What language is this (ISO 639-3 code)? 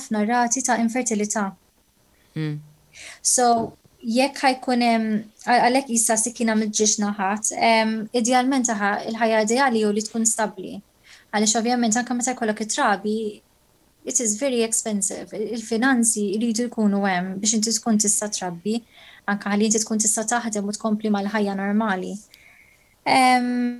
mlt